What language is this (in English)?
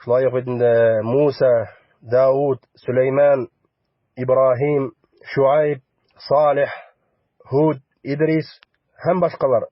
Bashkir